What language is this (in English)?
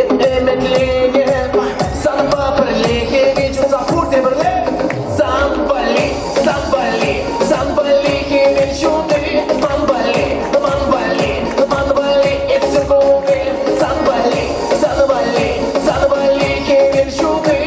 Chuvash